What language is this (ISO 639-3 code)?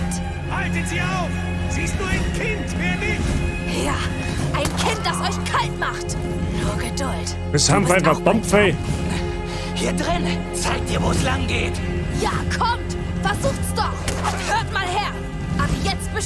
bar